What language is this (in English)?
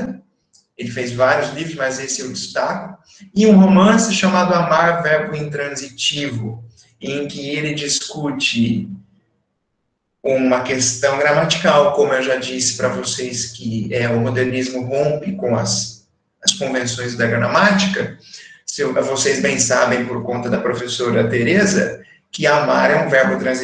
Portuguese